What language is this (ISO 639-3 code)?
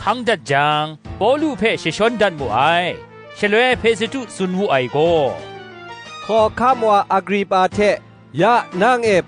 kac